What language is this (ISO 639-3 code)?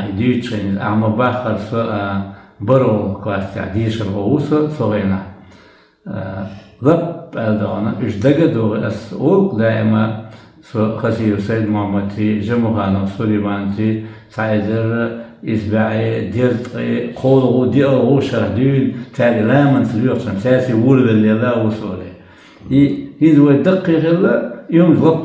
che